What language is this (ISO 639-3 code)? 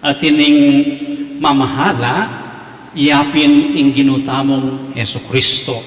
pam